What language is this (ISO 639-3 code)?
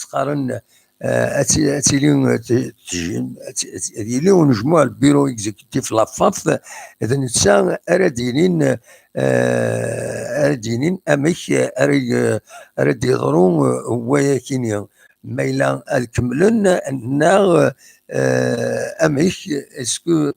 kab